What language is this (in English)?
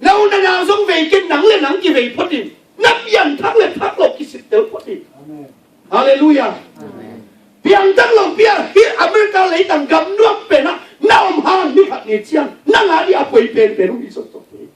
Tedim Chin